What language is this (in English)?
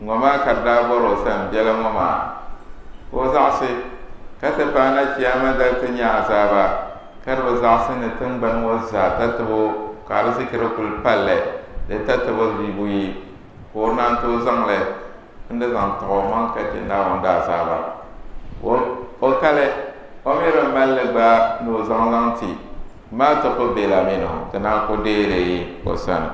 Dagbani